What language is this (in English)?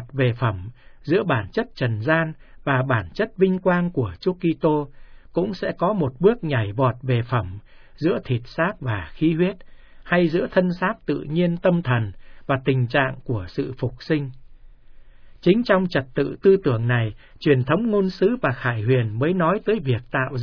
Vietnamese